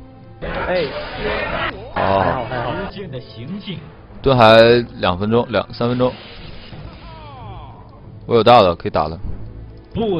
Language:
Chinese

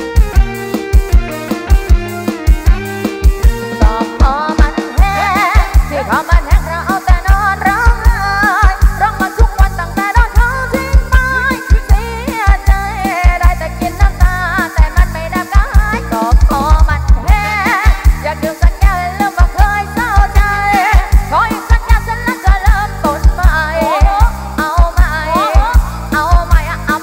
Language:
Thai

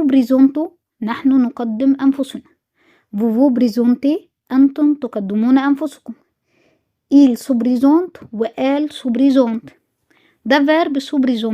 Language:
Egyptian Arabic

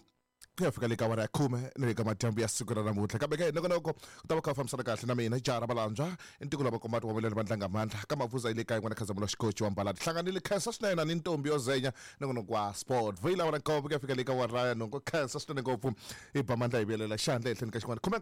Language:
Tsonga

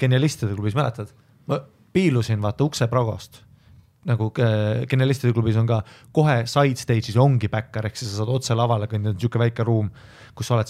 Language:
Estonian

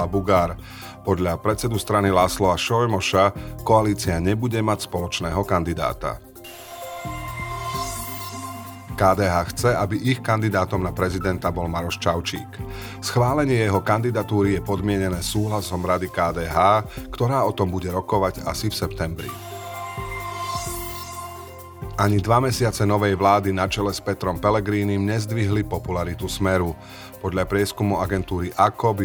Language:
Slovak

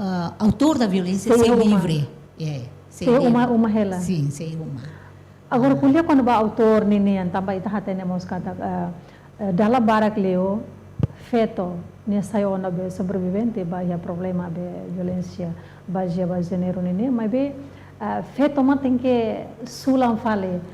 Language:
Tetum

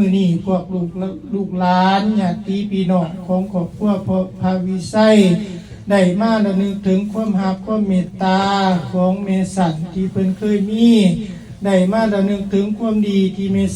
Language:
Lao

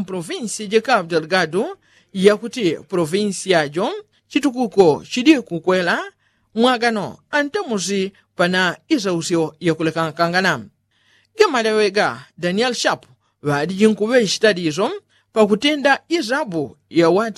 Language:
Yao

